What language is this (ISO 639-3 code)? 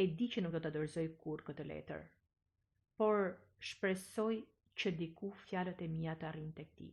sqi